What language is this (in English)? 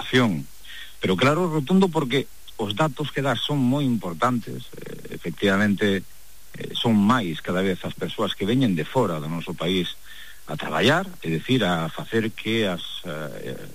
Galician